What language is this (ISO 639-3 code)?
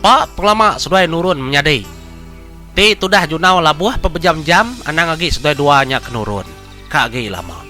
iba